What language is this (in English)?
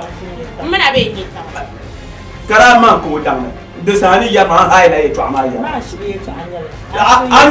Dagbani